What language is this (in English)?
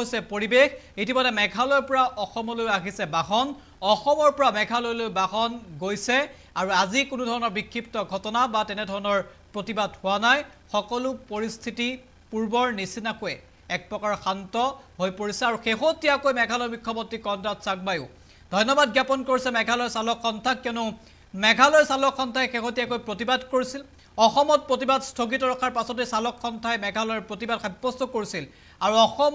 Assamese